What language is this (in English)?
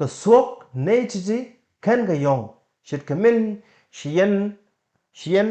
Nuer